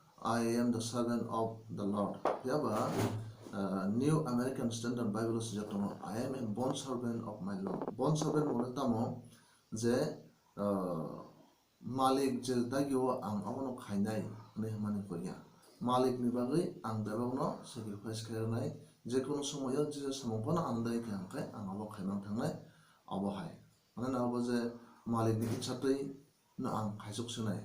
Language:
Kok Borok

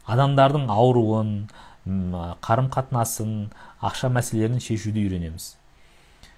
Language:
Kazakh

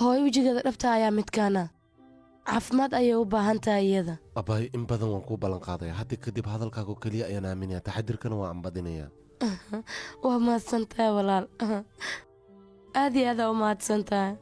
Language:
Somali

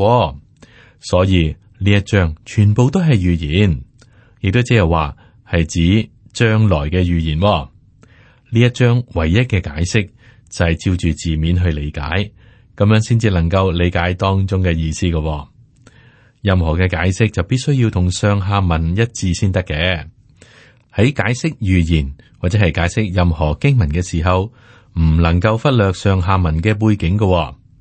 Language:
Cantonese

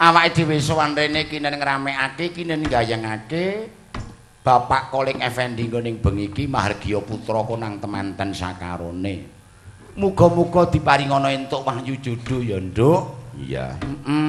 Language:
Javanese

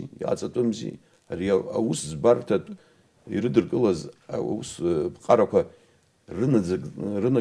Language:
Abkhazian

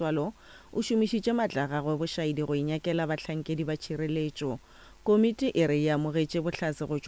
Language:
Northern Sotho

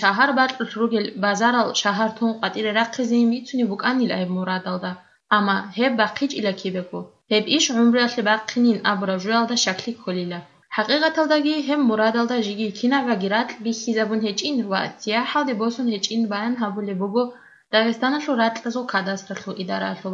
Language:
Avaric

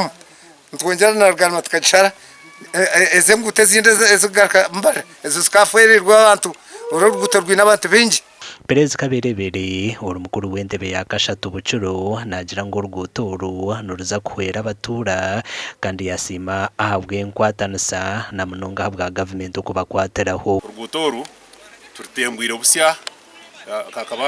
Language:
Nyankole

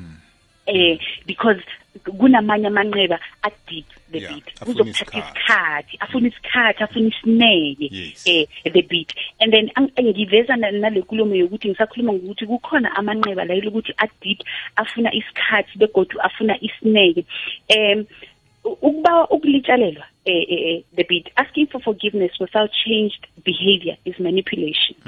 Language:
South Ndebele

